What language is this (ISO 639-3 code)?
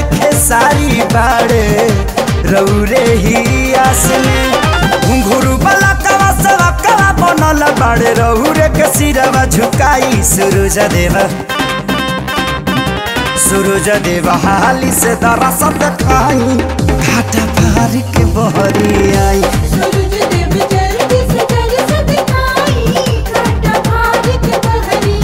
bho